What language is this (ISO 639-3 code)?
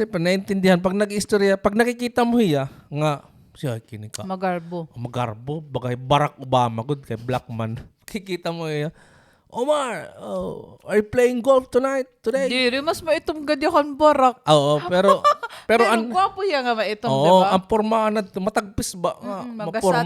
war